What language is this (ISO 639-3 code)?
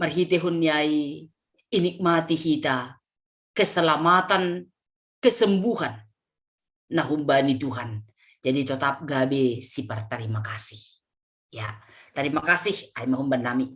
bts